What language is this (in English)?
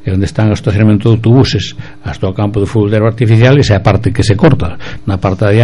Galician